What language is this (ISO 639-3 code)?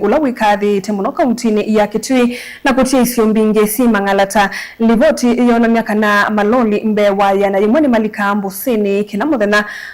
kam